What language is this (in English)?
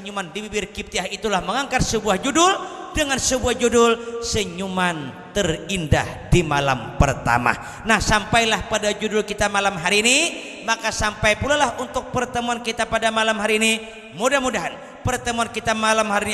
Banjar